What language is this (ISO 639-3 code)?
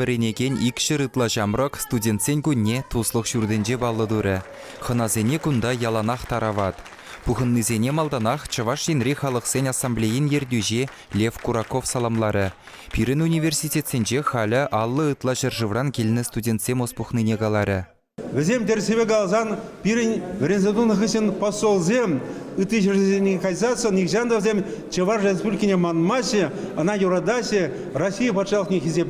chv